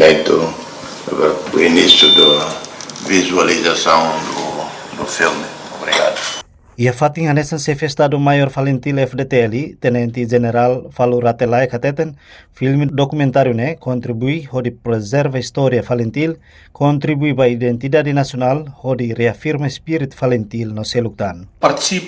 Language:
Tetum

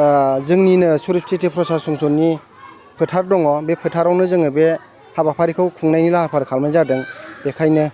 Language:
Bodo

